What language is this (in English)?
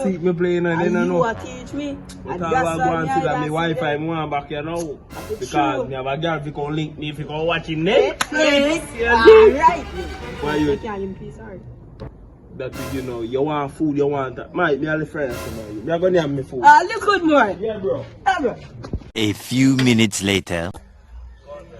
Jamaican Creole English